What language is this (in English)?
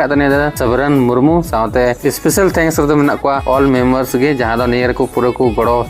Santali